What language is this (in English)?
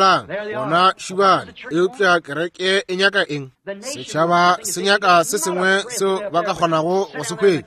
Northern Sotho